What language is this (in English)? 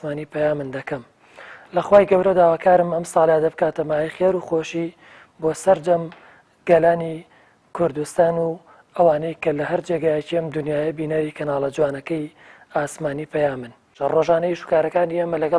Central Kurdish